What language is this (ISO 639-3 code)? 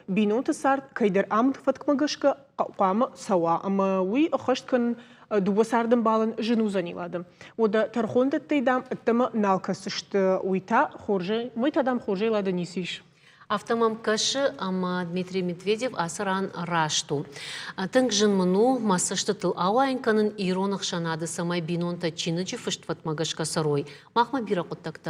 oss